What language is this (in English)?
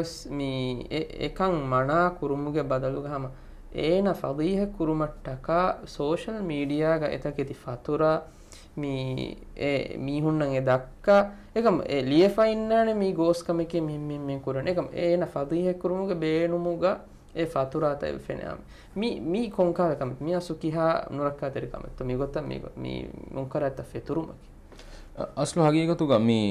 Divehi